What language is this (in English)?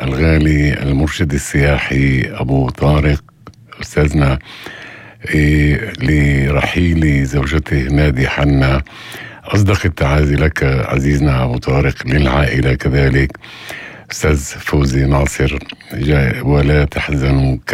North Levantine Arabic